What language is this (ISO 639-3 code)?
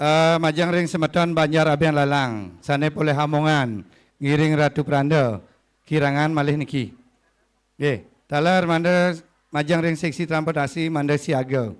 ban